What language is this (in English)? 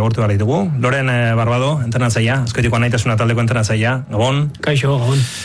Basque